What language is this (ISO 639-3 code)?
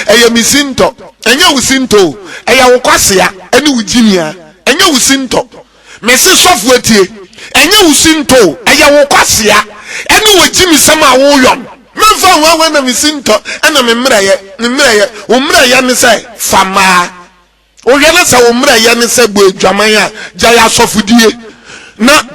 aka